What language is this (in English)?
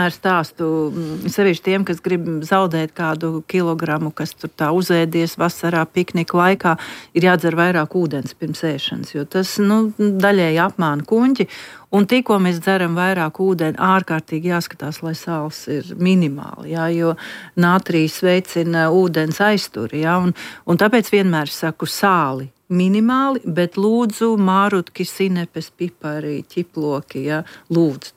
Latvian